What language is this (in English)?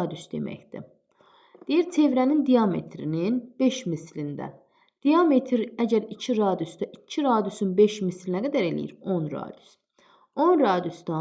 Azerbaijani